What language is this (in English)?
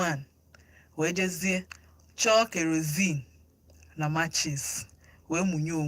Igbo